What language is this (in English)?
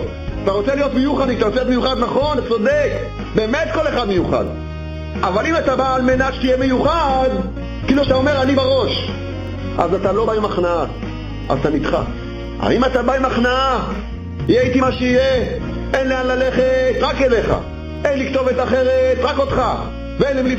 Hebrew